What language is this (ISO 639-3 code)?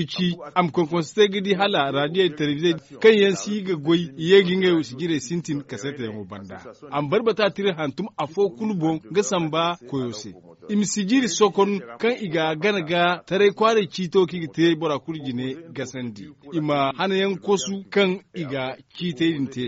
dje